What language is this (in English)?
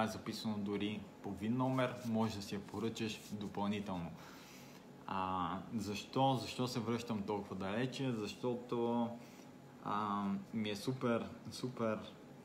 Bulgarian